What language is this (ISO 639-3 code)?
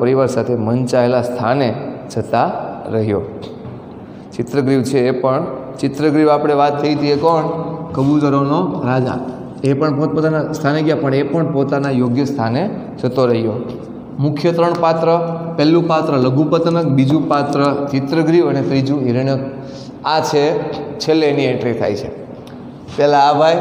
guj